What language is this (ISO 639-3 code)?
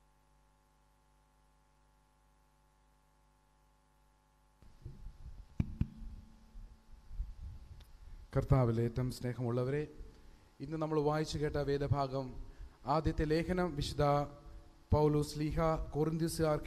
mal